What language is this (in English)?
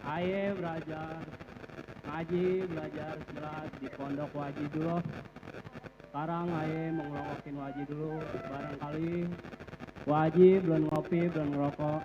Betawi